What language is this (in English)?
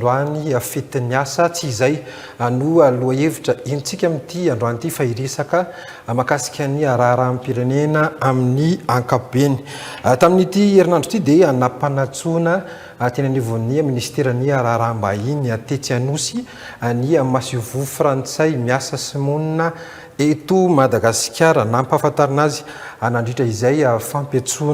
Malagasy